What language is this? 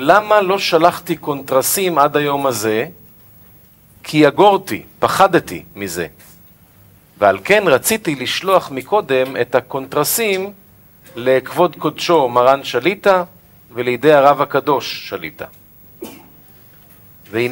Hebrew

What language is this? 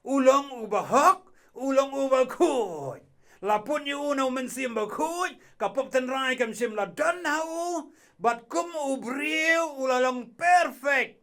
Khasi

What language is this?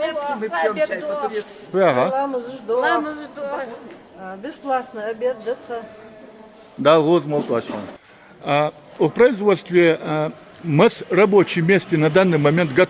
Ingush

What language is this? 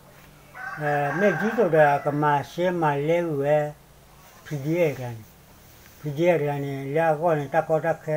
S'gaw Karen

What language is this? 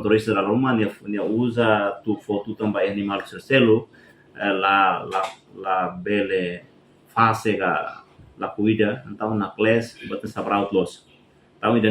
Tetum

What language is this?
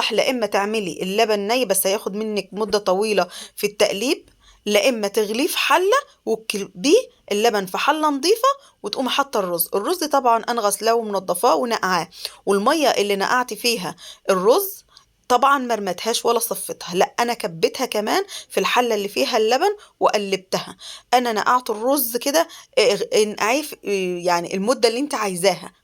Egyptian Arabic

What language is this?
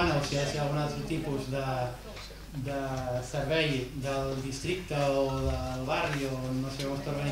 Catalan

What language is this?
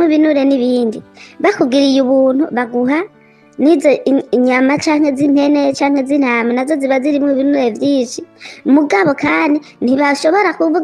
Rundi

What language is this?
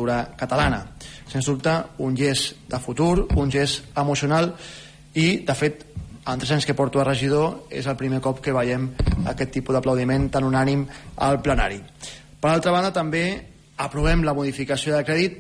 Catalan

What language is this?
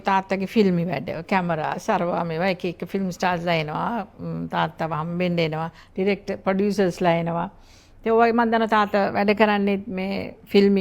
Sinhala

